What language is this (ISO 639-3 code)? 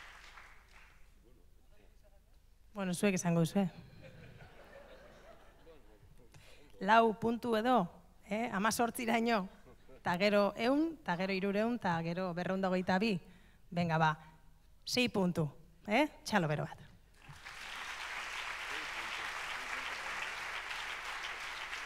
eus